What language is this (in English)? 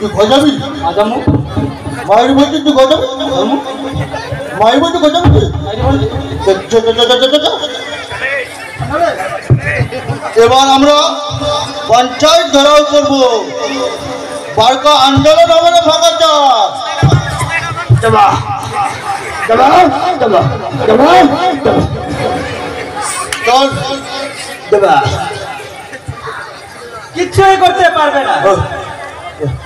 Bangla